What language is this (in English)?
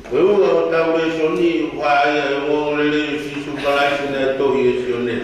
Tongan